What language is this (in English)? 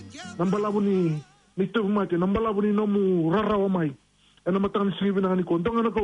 Fijian